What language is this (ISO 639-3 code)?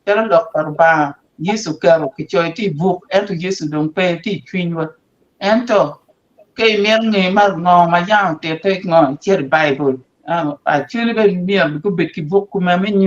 ach